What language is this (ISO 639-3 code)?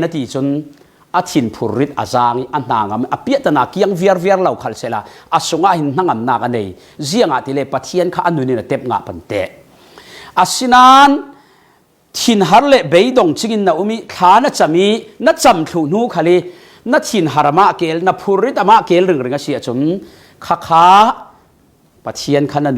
cfm